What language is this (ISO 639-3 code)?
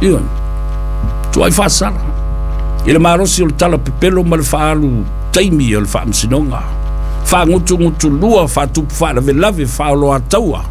smo